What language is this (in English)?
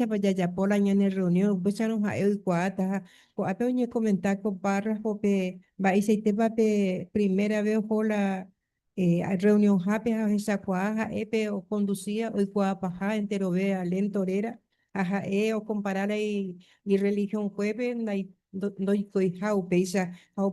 Guarani